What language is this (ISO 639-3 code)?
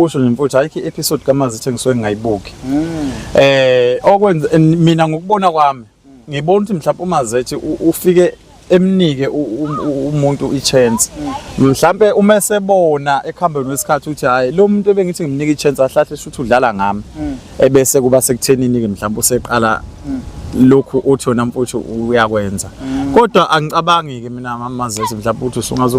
zul